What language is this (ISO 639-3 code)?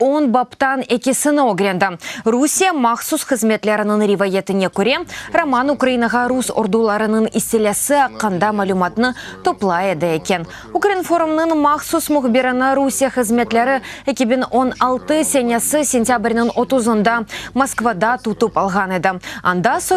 crh